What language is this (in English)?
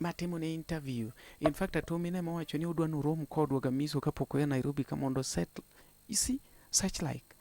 Luo (Kenya and Tanzania)